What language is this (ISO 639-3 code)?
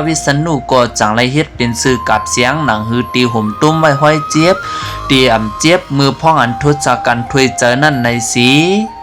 shn